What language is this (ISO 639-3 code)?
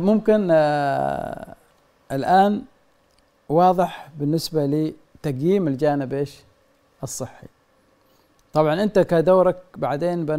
ara